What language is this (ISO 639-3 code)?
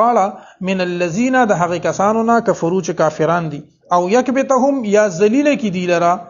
pus